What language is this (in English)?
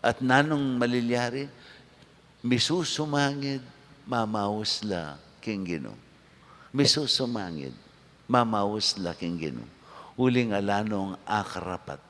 Pampanga